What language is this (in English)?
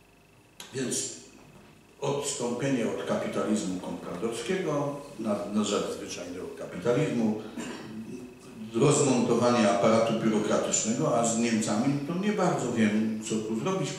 Polish